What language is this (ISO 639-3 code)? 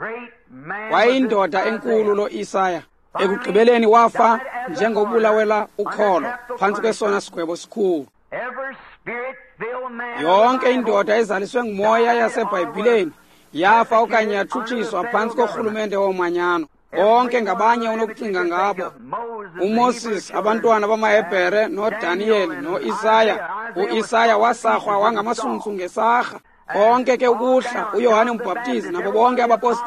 xho